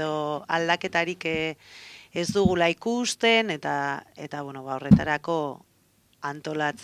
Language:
Basque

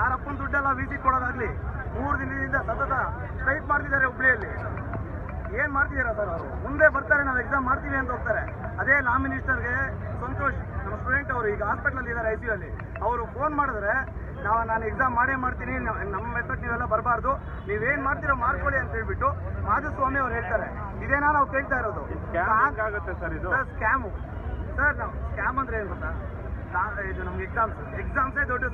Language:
Kannada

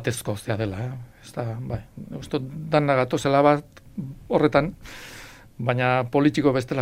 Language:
Basque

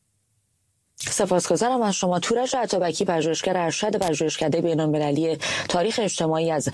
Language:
Persian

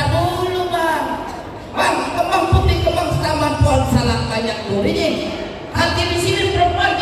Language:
Betawi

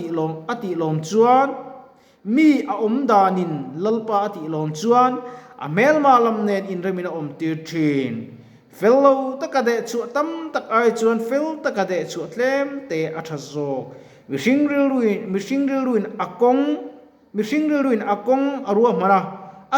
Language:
Mizo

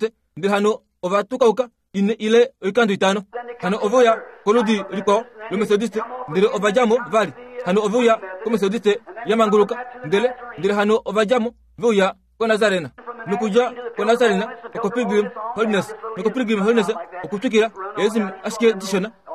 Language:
Kuanyama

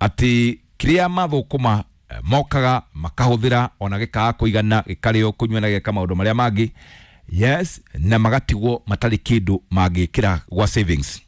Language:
Kikuyu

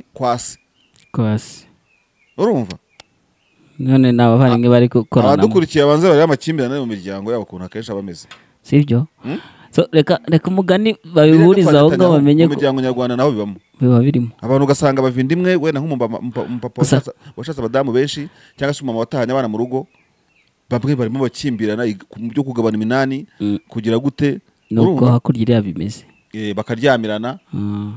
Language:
Kinyarwanda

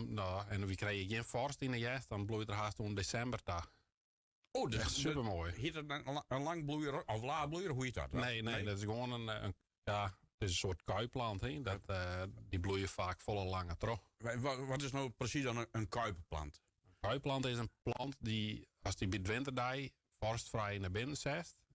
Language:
Western Frisian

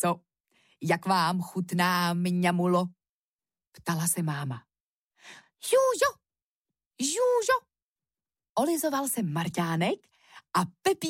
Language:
Czech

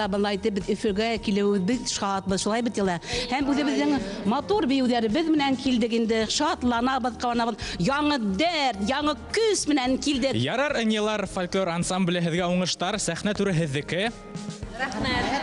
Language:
Bashkir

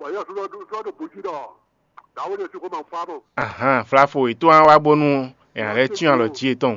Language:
Fon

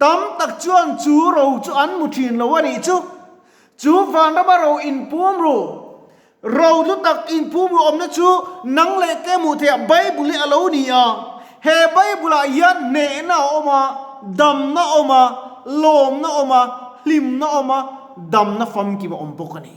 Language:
Mizo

